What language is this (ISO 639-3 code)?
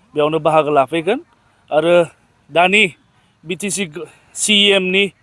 brx